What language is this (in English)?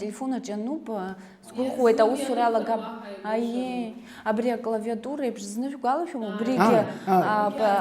Abkhazian